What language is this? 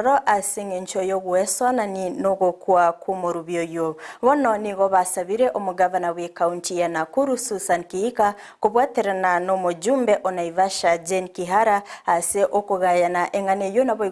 Gusii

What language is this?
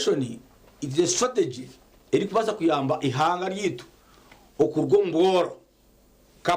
Nyankole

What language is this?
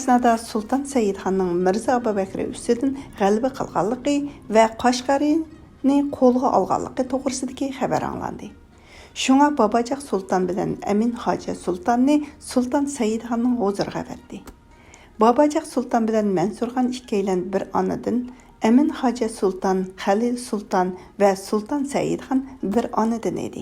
Uyghur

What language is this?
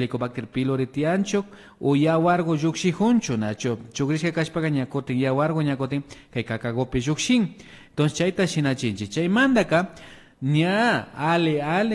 Imbabura Highland Quichua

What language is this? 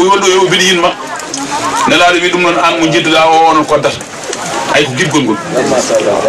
Fula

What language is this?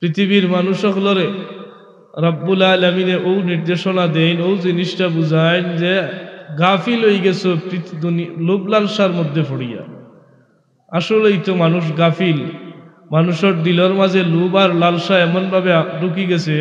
Sylheti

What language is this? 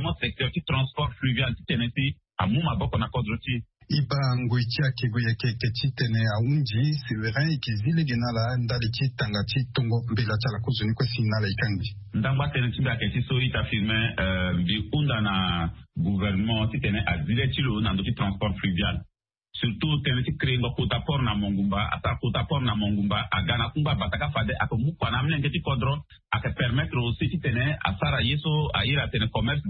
Sango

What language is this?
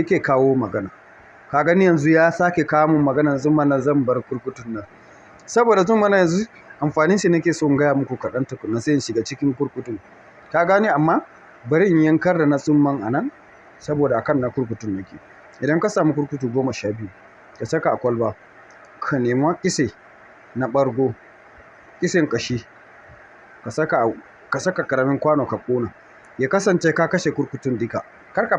Hausa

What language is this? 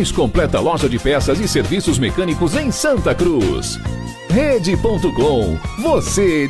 Portuguese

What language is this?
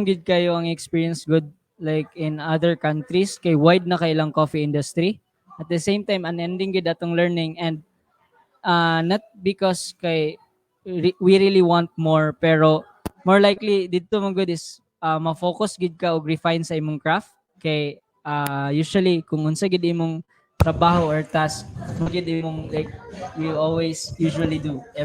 Cebuano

